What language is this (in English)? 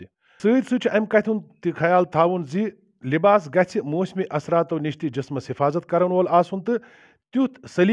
Kashmiri